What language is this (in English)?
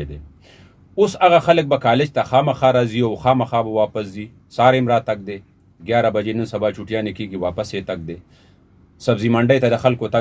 Pashto